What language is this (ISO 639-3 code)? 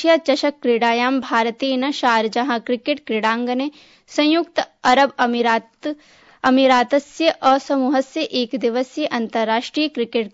san